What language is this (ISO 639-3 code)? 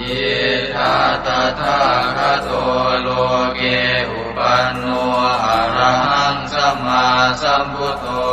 pli